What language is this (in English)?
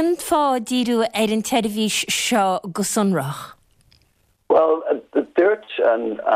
Irish